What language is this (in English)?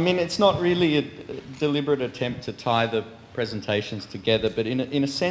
English